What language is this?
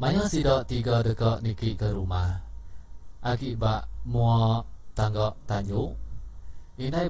Iban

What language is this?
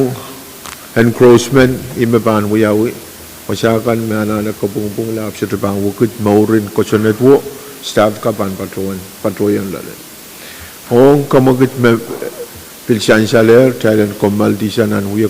Pohnpeian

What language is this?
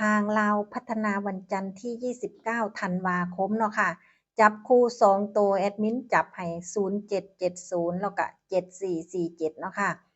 Northeastern Thai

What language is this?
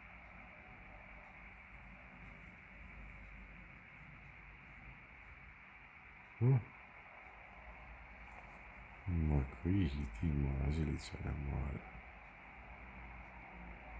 Croatian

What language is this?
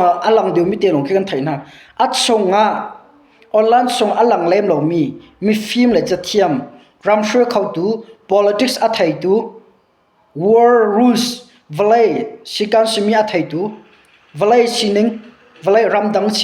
Hakha Chin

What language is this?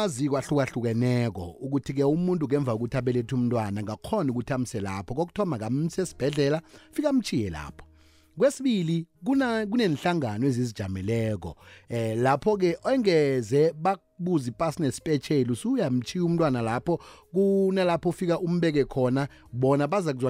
South Ndebele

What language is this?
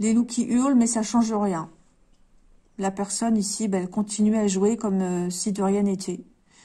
French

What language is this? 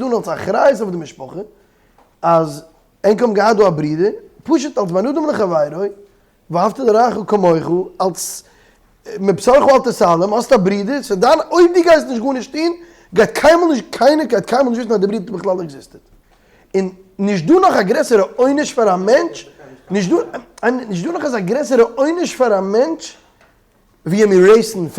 Yiddish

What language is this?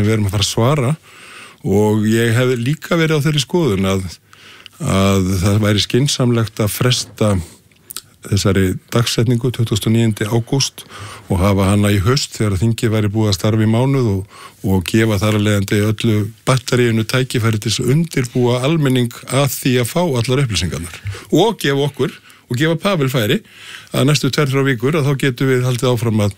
Icelandic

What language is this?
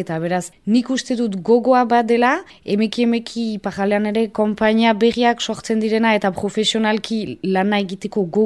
Basque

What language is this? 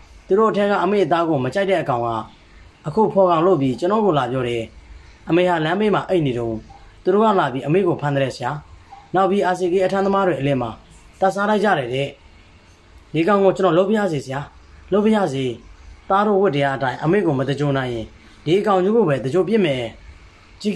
Burmese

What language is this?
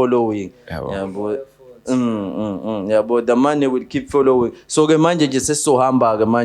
Zulu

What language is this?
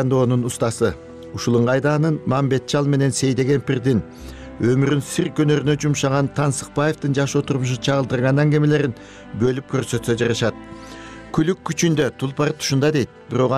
Kyrgyz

